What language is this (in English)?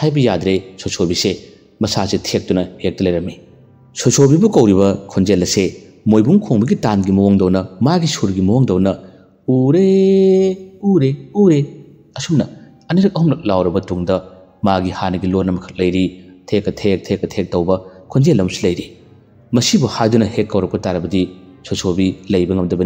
Manipuri